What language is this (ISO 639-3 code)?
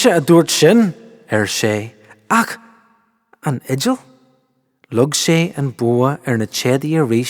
gle